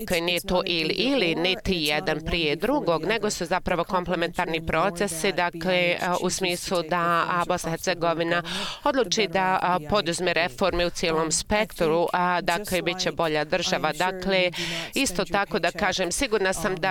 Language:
Bosnian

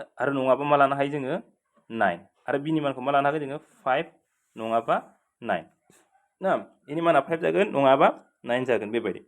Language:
Bodo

